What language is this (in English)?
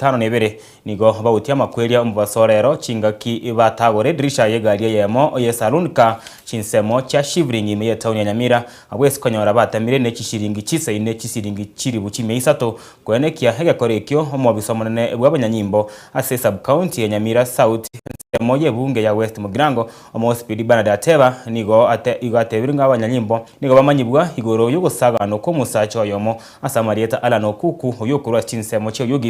Gusii